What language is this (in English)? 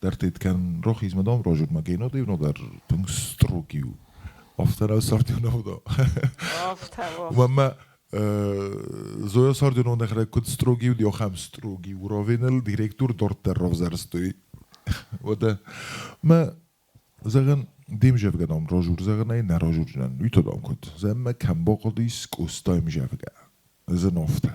Ossetic